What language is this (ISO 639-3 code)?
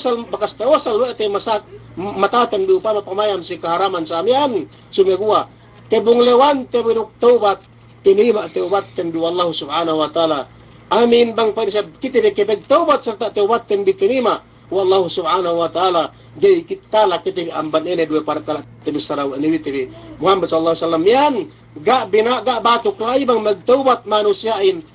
yka